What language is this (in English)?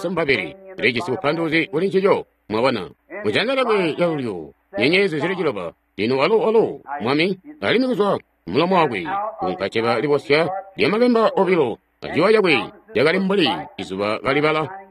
Tonga (Zambia)